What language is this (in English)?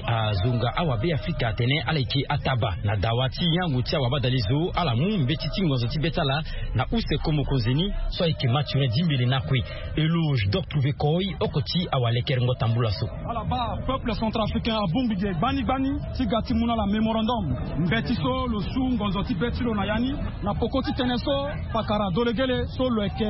Sango